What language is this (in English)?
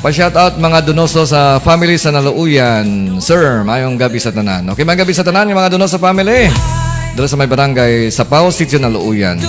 Hiligaynon